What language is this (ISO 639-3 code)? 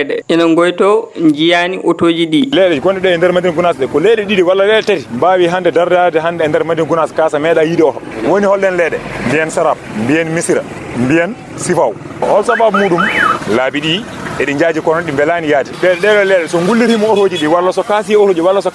ful